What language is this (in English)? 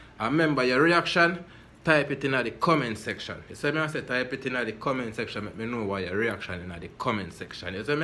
Jamaican Creole English